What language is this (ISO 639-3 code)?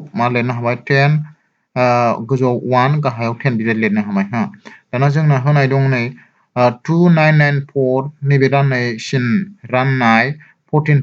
brx